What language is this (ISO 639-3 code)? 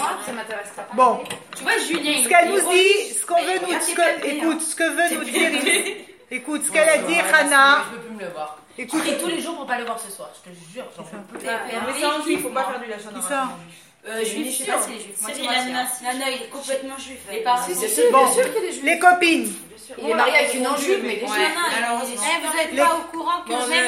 fra